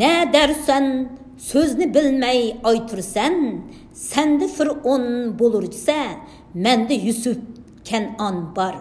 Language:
Uyghur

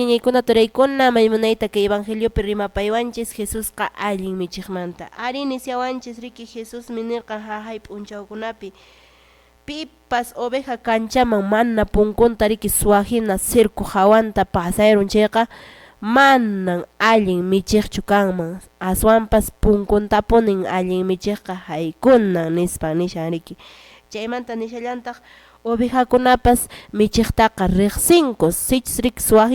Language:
Quechua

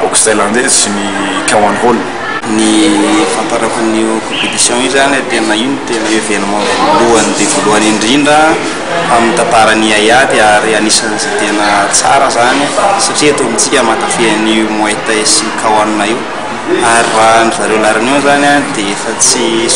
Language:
Malagasy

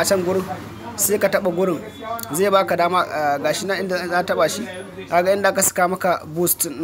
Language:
Hausa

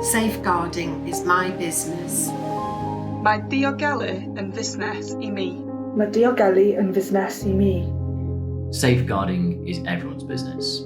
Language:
Welsh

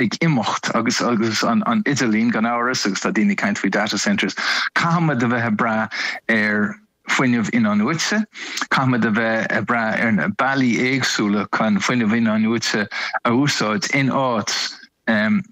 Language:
Irish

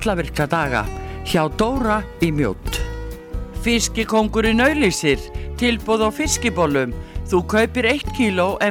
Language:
Icelandic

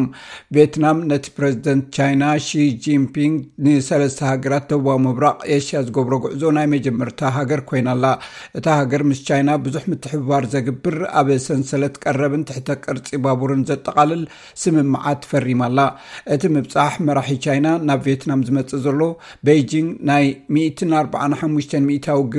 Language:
Tigrinya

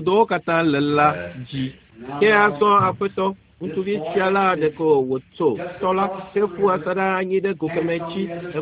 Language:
Ewe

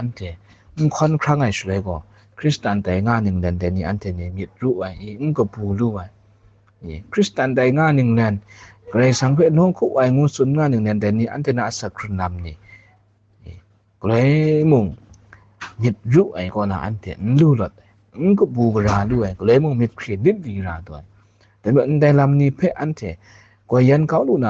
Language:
Kachin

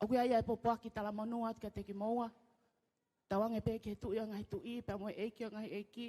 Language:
Tongan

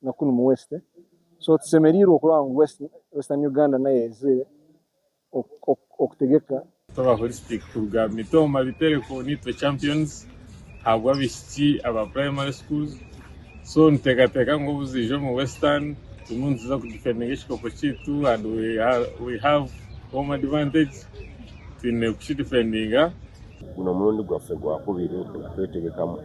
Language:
Nyankole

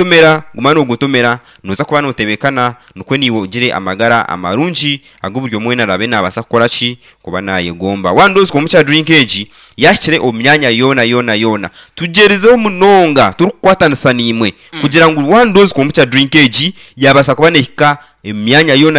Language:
Nyankole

